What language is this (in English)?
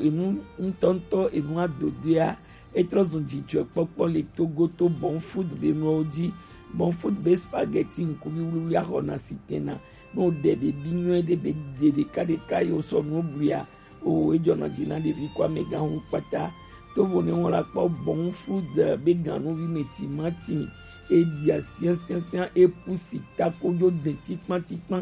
Gen